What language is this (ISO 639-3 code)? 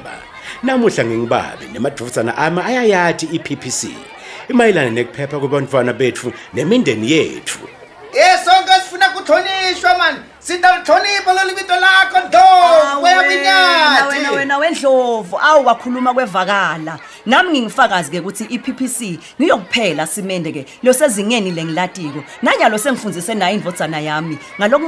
ssw